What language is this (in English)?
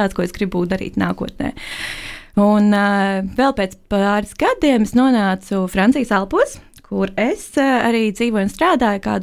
Latvian